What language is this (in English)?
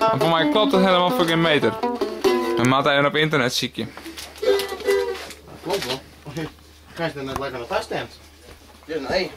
Western Frisian